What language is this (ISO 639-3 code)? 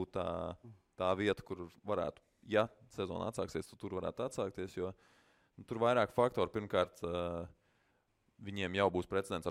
lav